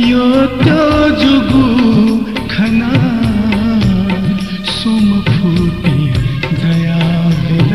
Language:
Newari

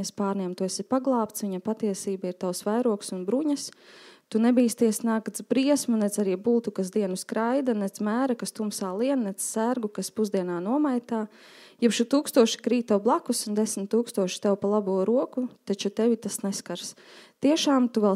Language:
Latvian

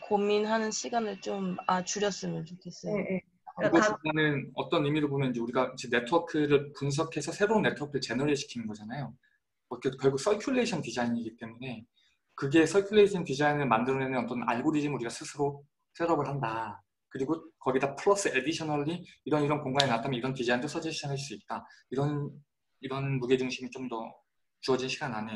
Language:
Korean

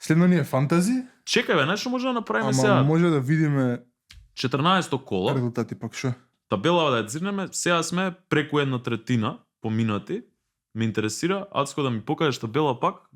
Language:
Macedonian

